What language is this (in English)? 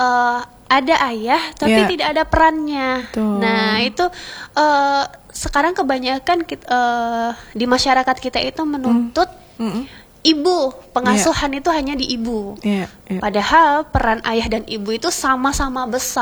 Indonesian